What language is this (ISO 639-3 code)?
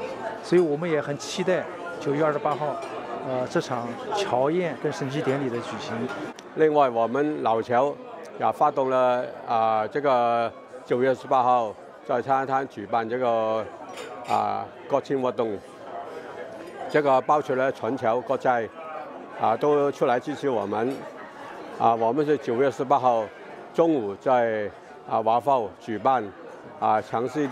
zho